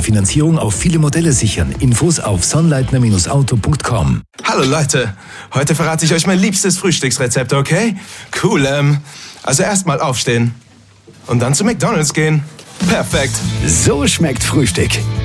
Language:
German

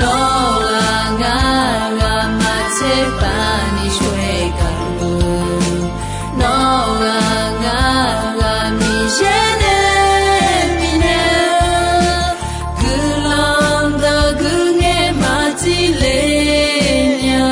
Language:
Akha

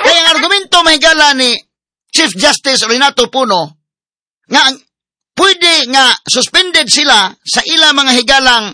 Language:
Cebuano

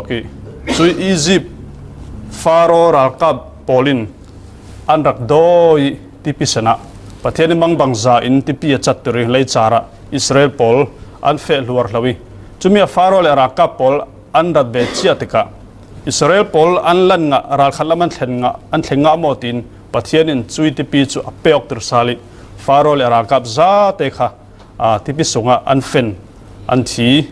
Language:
Falam Chin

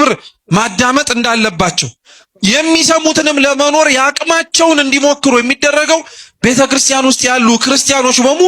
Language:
Amharic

